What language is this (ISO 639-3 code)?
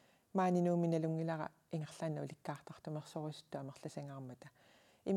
kal